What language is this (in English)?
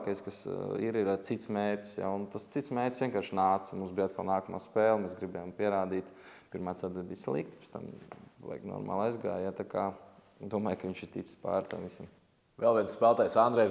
Latvian